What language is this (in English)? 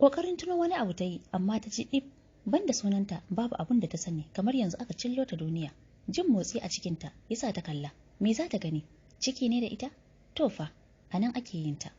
Hausa